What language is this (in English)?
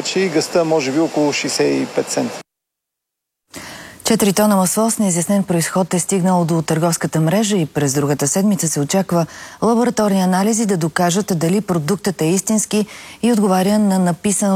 Bulgarian